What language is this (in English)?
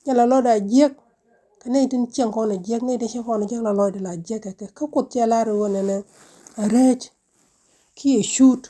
Nuer